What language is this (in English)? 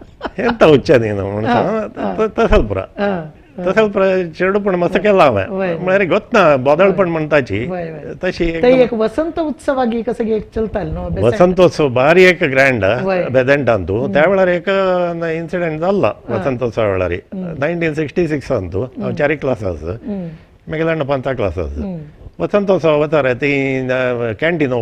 Konkani